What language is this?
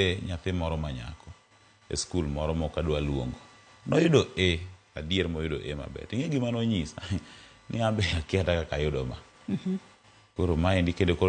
Luo (Kenya and Tanzania)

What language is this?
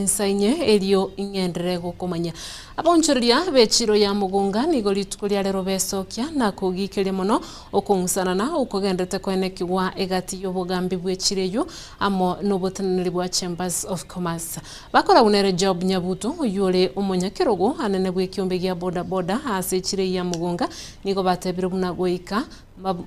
Gusii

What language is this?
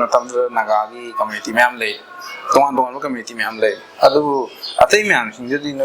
Manipuri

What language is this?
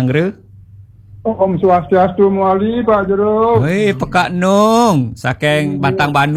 Balinese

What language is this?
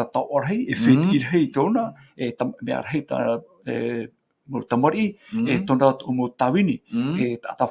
Tahitian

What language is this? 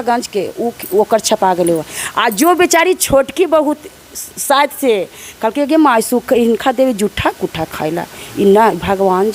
Magahi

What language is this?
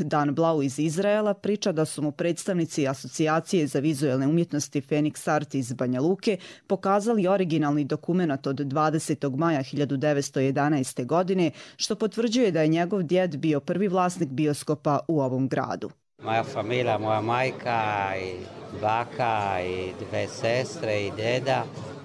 Croatian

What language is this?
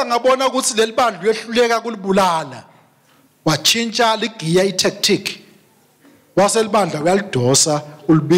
Swati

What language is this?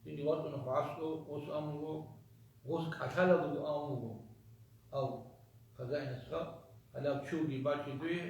Avaric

